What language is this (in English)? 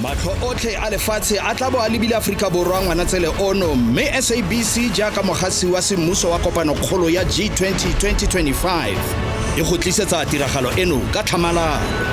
Tswana